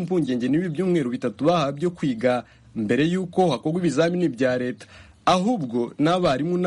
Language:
Kinyarwanda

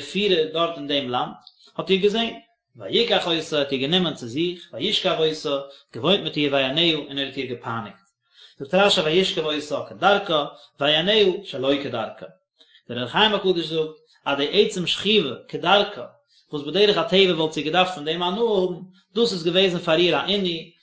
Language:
Yiddish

